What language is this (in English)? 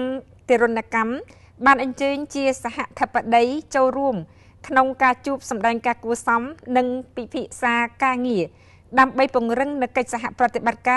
Khmer